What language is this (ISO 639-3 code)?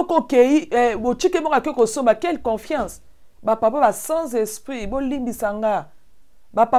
lin